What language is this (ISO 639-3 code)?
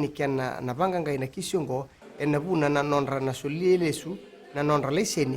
fij